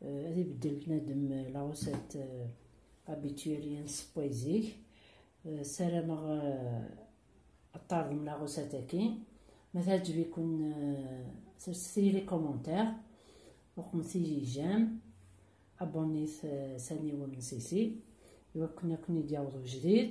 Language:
Kabyle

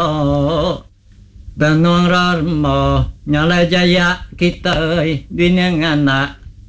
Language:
Iban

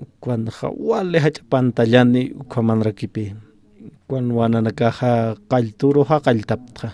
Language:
Aymara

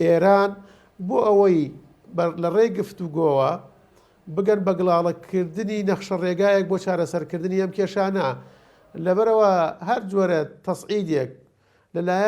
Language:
Central Kurdish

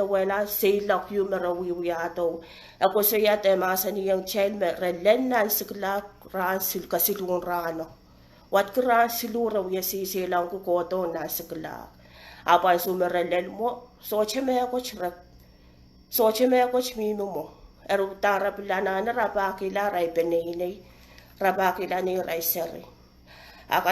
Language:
Pohnpeian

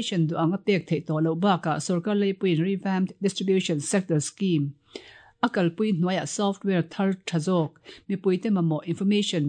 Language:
Mizo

